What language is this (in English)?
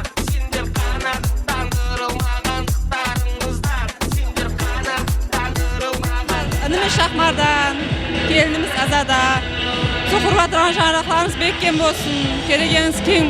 Kara-Kalpak